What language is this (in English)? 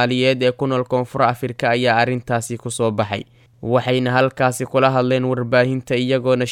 Somali